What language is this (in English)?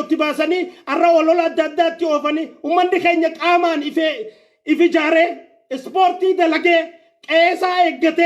Oromo